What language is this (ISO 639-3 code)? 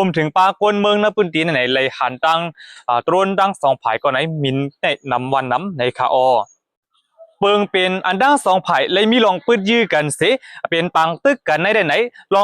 shn